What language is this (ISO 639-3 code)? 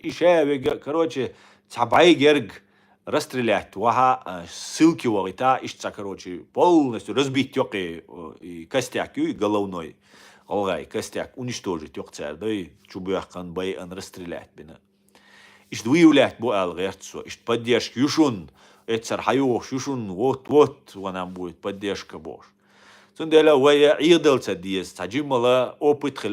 che